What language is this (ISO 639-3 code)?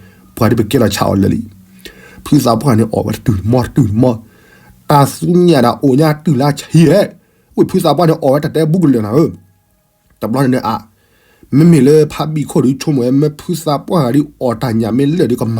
ksw